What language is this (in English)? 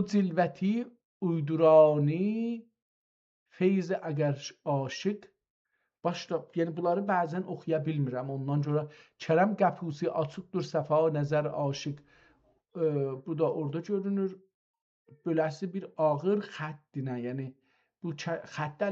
South Azerbaijani